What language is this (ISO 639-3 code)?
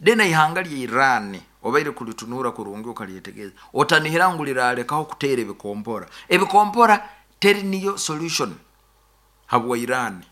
nyn